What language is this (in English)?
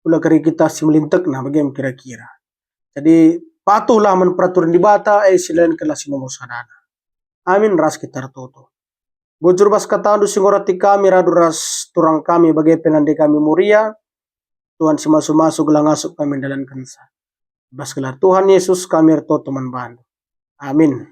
Batak Karo